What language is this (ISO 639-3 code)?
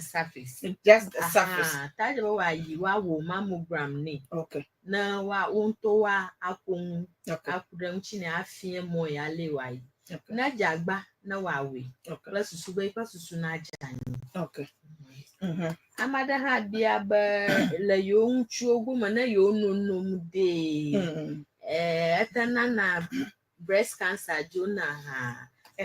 ewe